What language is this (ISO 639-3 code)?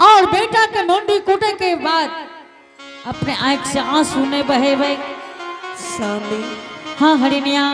anp